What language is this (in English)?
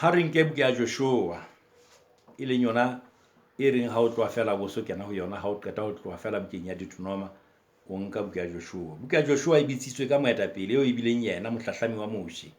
Southern Sotho